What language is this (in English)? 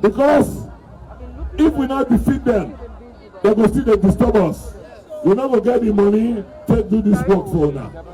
Nigerian Pidgin